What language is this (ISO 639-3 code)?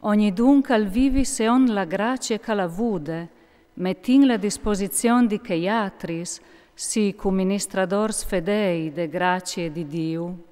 fur